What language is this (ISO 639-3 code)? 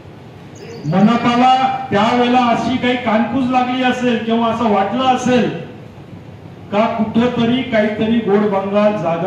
mar